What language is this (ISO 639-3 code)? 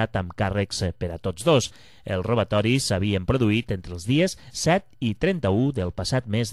cat